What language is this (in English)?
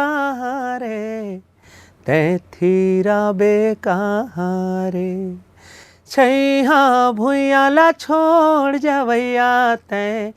Chhattisgarhi